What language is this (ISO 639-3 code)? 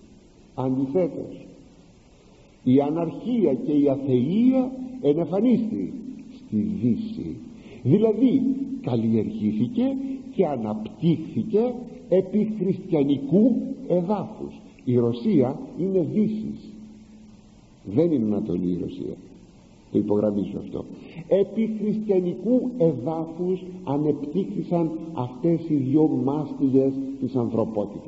ell